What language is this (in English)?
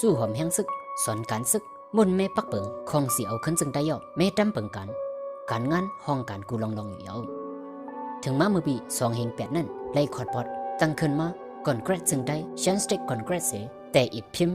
Shan